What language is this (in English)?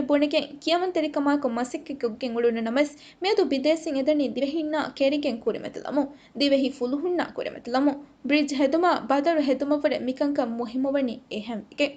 Divehi